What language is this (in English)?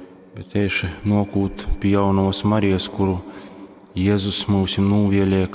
Latgalian